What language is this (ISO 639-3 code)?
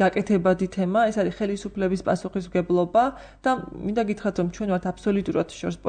kat